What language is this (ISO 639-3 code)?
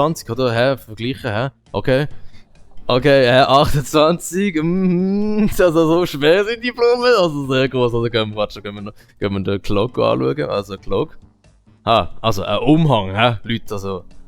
gsw